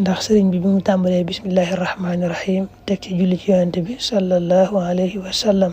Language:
Wolof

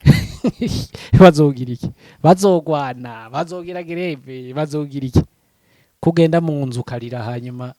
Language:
Rundi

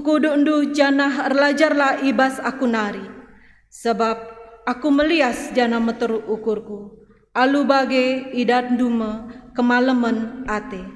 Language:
Batak Karo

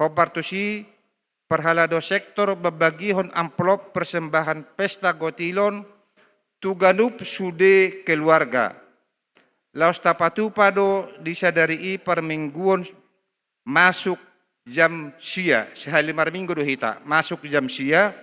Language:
Batak Toba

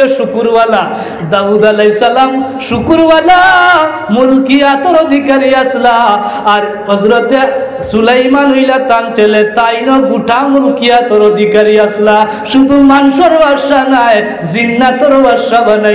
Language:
Sylheti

